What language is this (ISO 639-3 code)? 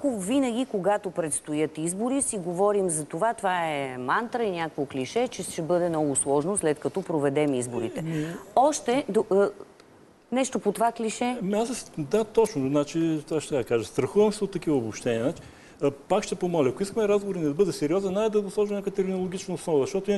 bul